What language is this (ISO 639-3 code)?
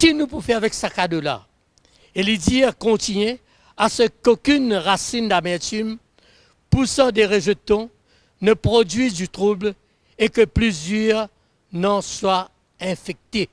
mfe